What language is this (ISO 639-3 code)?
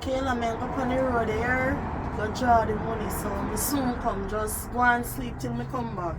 jam